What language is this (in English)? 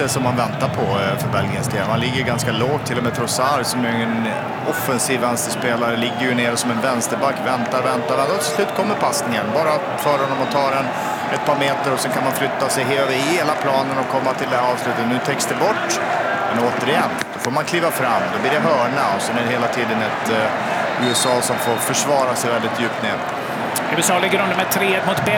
Swedish